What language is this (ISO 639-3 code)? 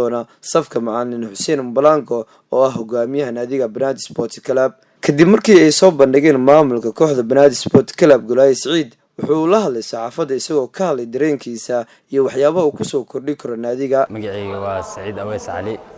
som